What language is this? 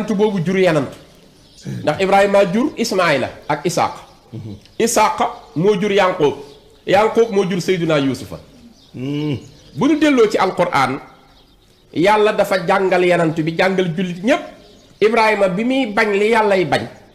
Wolof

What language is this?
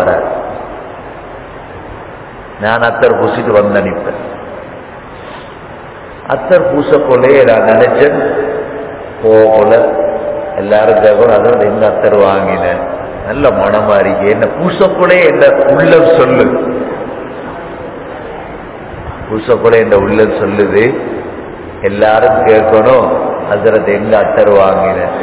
Tamil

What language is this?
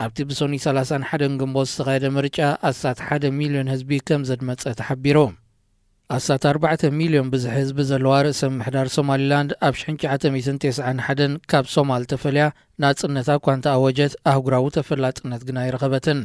Tigrinya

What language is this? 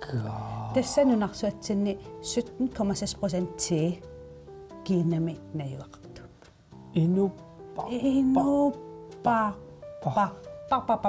Kalaallisut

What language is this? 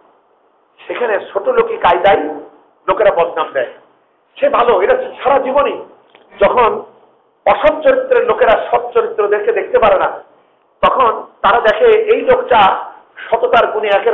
Bangla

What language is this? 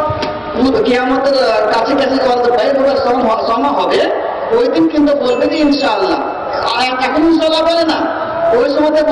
Bangla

